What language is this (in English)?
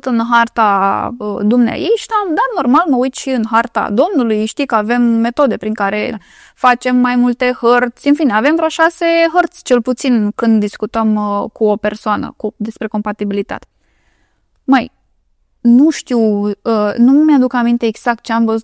Romanian